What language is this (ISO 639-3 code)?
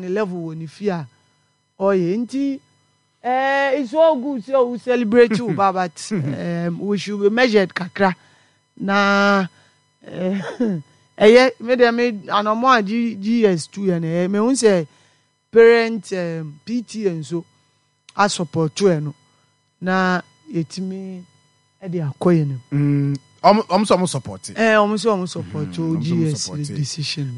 aka